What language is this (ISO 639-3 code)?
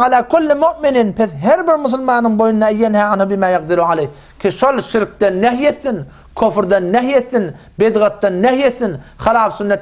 tuk